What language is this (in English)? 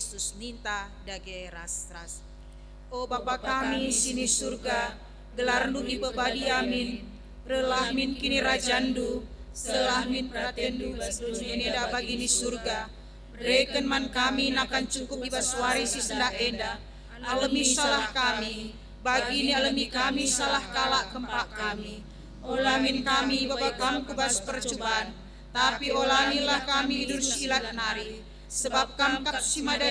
Batak Karo